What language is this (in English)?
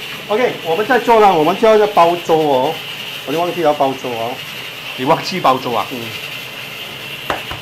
Chinese